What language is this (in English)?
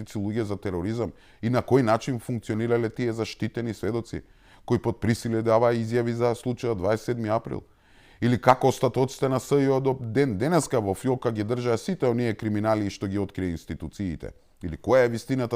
Macedonian